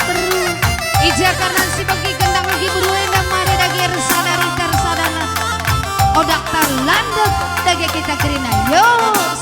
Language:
Batak Karo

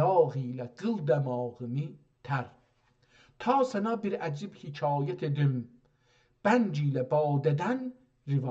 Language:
South Azerbaijani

